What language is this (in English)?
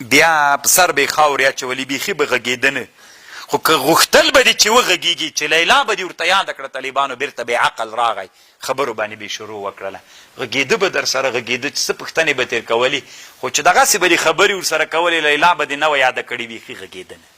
Pashto